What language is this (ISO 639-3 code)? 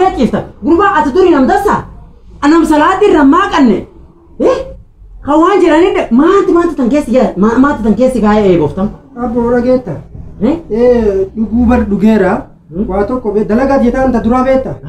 orm